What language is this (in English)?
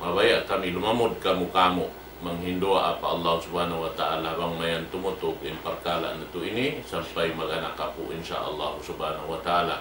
Tausug